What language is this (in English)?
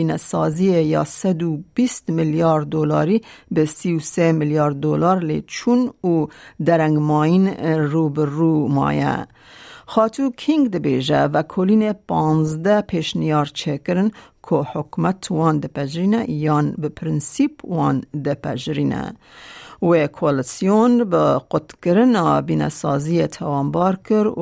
Kurdish